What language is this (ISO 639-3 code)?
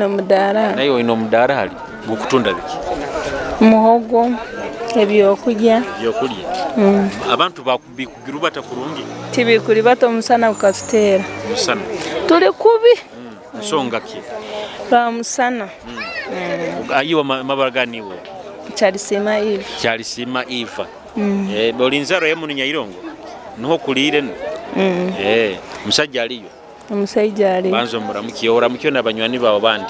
nyo